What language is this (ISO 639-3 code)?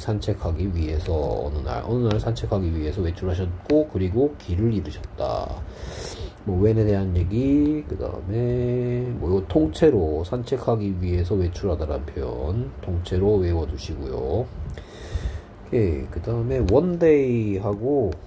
kor